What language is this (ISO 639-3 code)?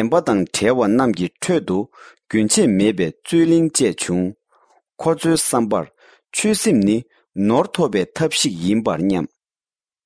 bod